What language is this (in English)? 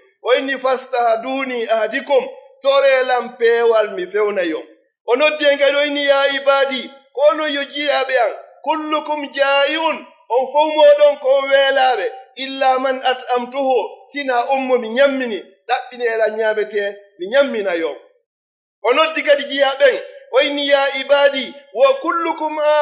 Pular